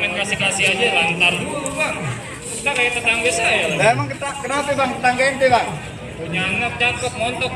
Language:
Betawi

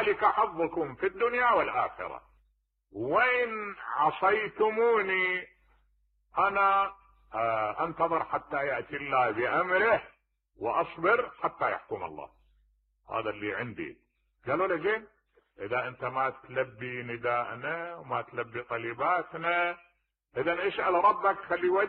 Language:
Mesopotamian Arabic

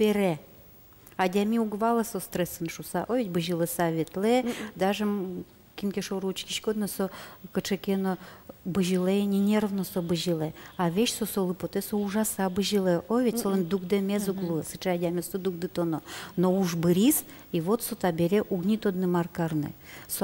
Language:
Udmurt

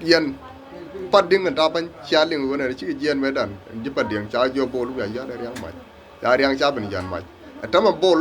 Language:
Nuer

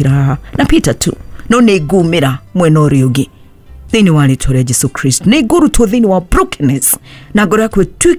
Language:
Kikuyu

